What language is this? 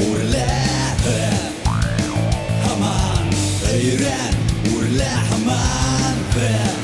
Bashkir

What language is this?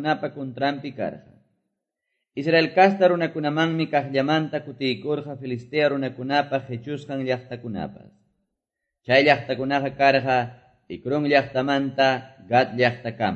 Quechua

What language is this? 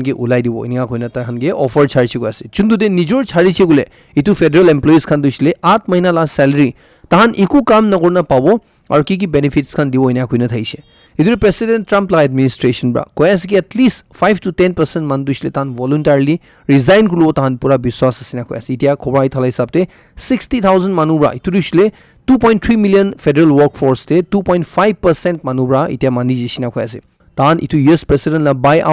Naga Pidgin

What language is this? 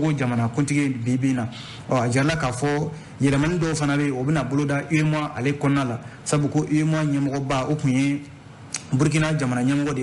Bambara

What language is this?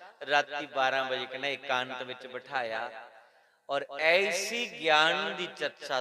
Dogri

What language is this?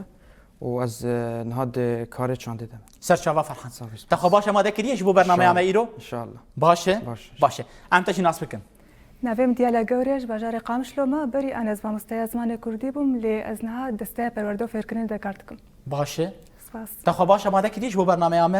Kurdish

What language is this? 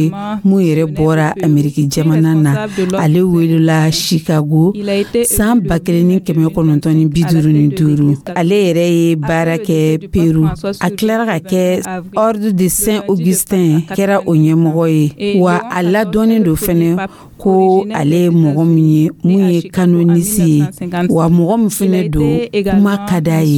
Dyula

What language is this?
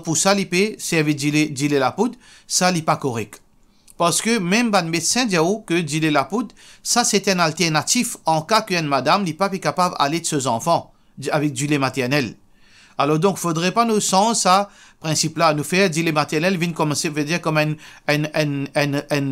Morisyen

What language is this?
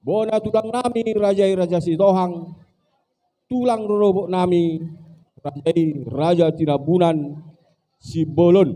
Batak Toba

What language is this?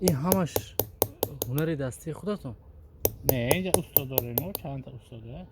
Tajik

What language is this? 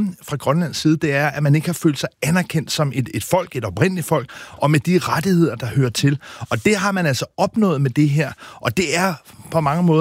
Danish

